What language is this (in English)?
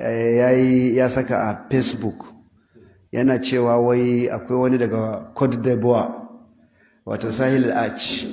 Hausa